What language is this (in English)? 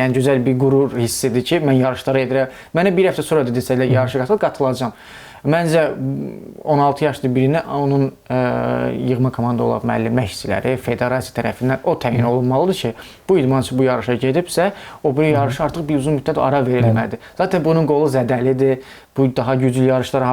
Azerbaijani